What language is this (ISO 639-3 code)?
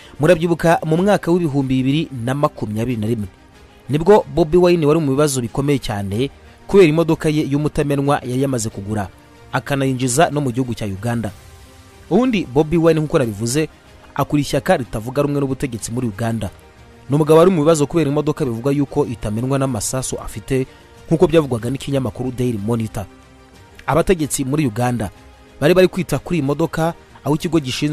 kin